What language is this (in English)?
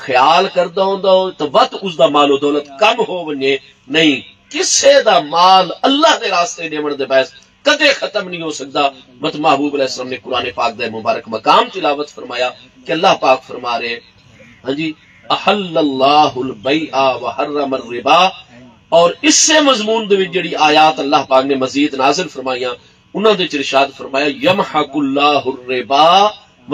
Saraiki